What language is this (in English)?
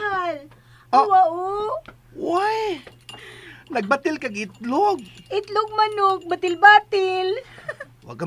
Cebuano